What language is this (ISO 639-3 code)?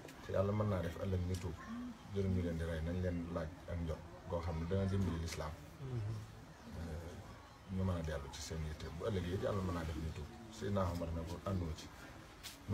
wol